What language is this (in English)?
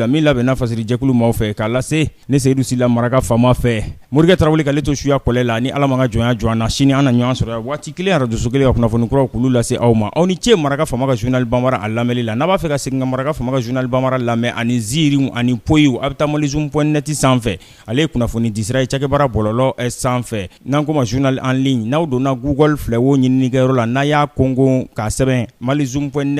Bambara